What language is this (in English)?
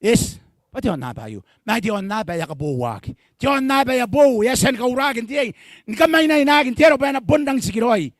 Gilbertese